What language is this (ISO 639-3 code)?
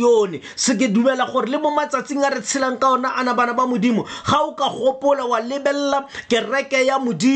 tsn